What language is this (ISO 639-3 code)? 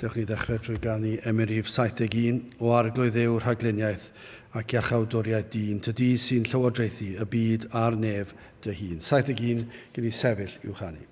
cym